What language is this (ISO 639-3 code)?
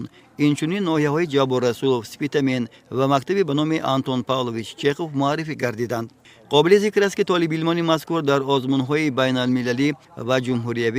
tgk